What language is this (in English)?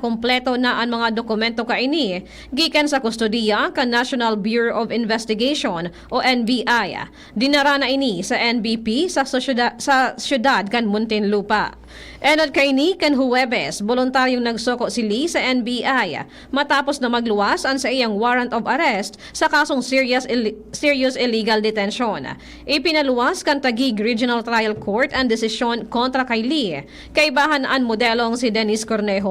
Bikol